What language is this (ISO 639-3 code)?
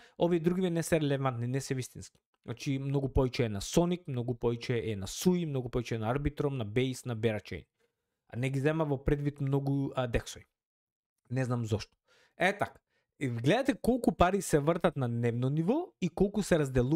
mkd